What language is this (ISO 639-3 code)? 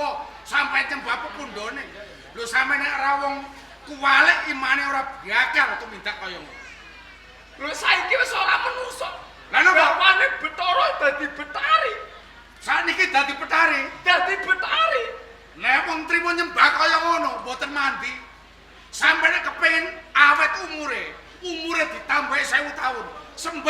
jav